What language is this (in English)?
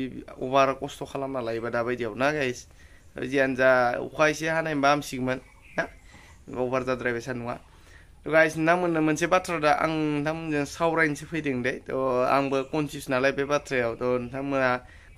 Bodo